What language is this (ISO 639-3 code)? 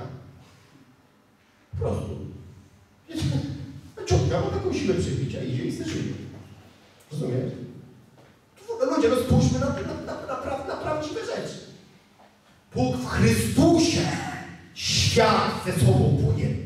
pol